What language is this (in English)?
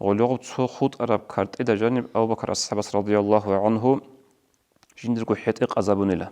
Avaric